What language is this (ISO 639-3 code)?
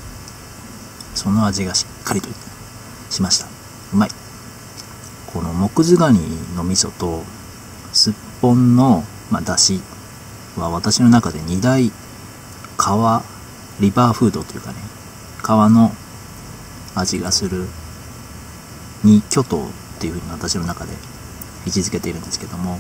jpn